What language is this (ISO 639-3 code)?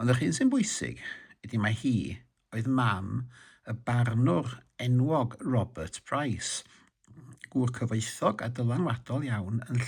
cym